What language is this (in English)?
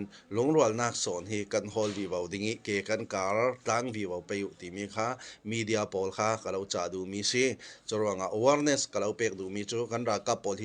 Hakha Chin